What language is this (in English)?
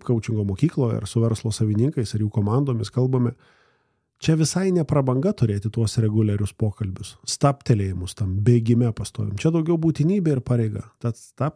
Lithuanian